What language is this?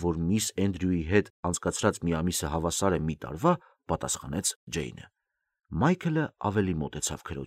Armenian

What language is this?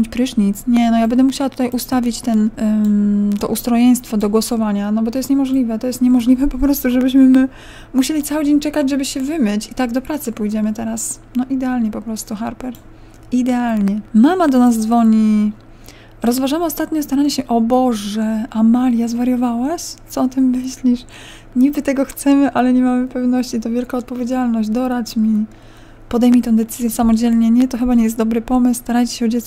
Polish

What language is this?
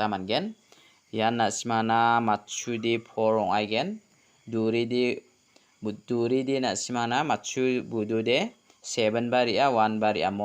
Garo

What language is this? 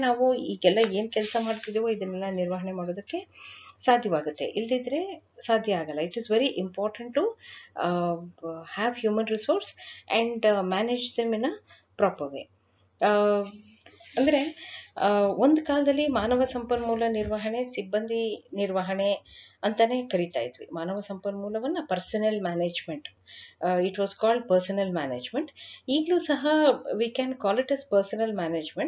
Kannada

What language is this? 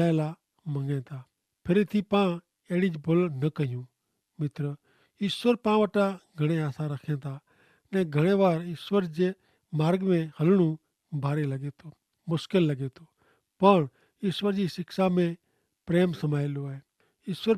Kachhi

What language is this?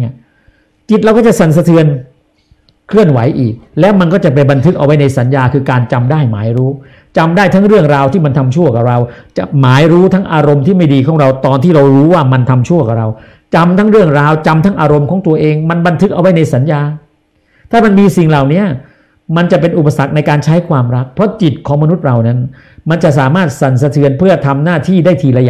Thai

